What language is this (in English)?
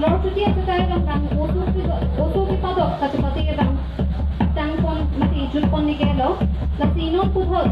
Karbi